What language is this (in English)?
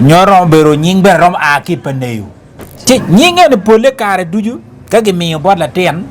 Acoli